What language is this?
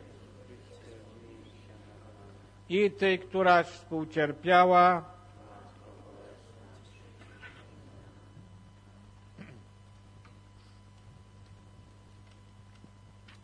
Polish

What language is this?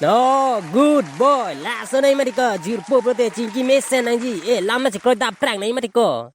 Karbi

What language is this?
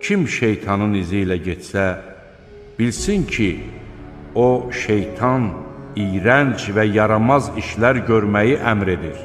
Azerbaijani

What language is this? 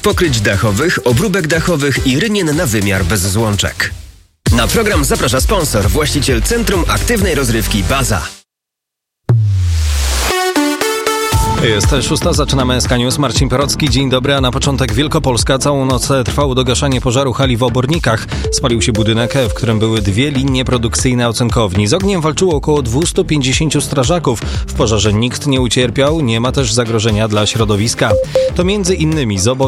Polish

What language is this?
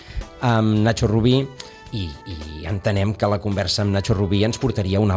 Catalan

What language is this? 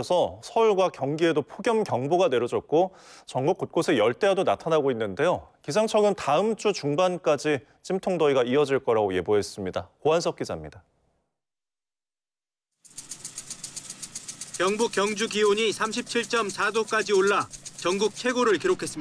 Korean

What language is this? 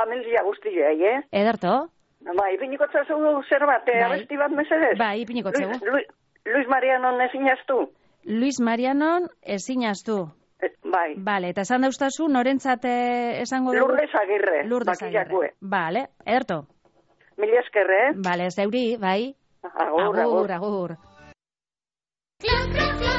Basque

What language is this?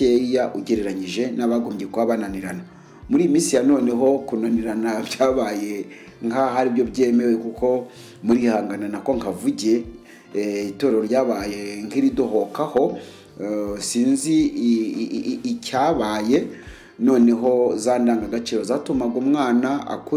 Kinyarwanda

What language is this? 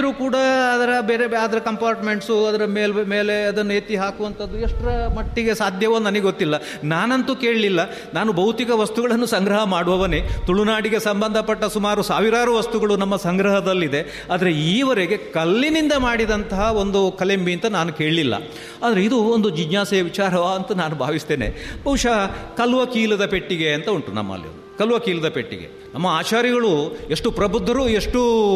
Kannada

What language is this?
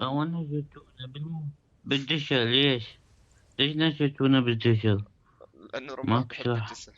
North Levantine Arabic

